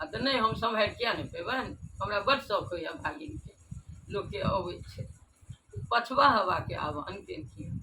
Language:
Maithili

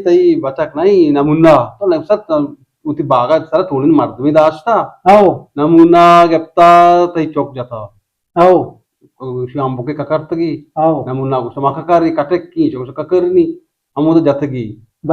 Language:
Eastern Balochi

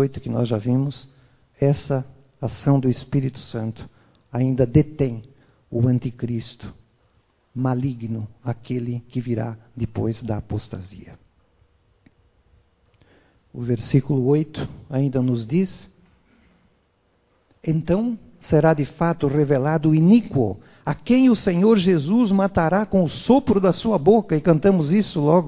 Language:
Portuguese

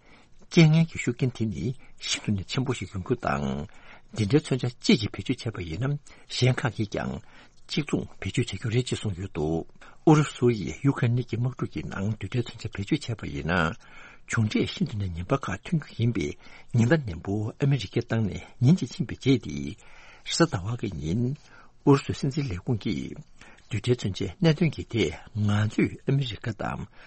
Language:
Tibetan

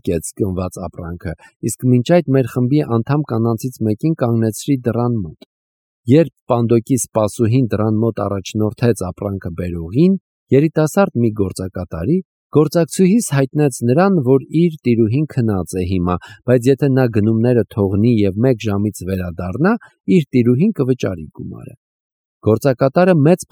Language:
Armenian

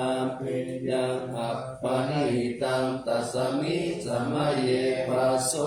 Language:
Pali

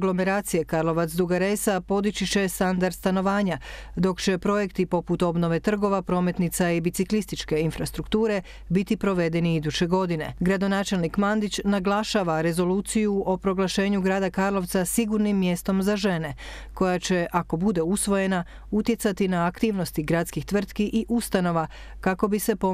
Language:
Croatian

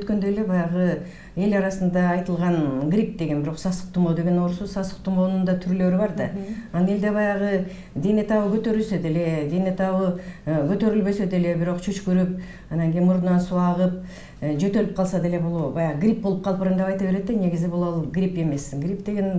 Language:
Kyrgyz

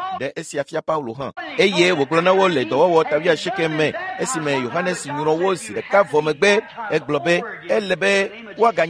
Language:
Ewe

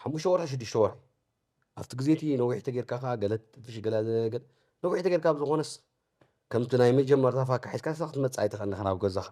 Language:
Tigrinya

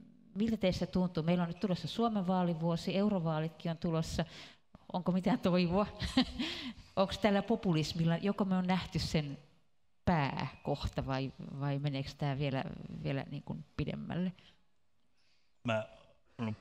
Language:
Finnish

